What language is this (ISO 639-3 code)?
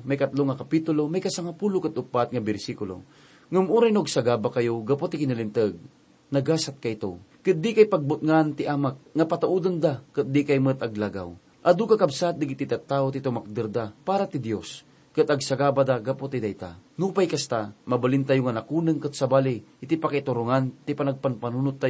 ilo